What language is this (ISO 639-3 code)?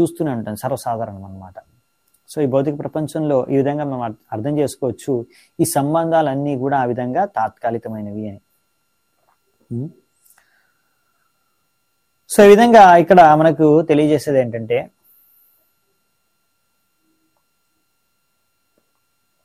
tel